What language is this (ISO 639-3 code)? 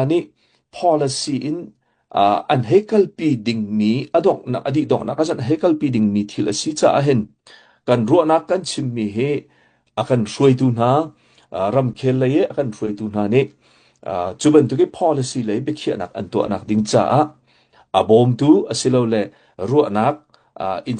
cnh